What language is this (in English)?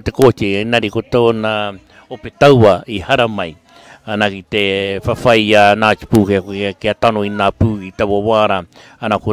Māori